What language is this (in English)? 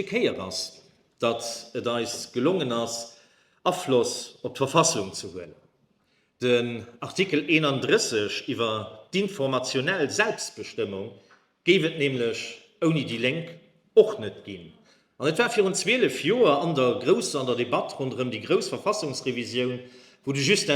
Luxembourgish